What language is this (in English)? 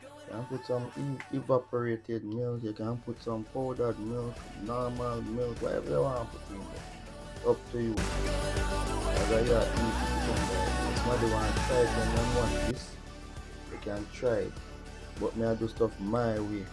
Jamaican Creole English